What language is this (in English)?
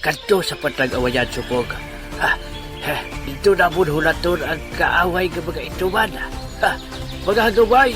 Hiligaynon